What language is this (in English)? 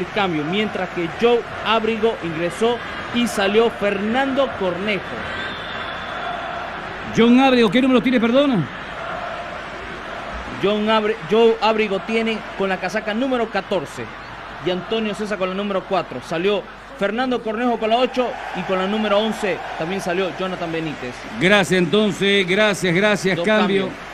Spanish